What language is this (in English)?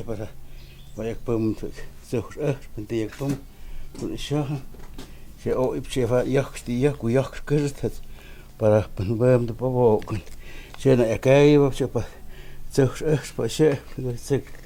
Totontepec Mixe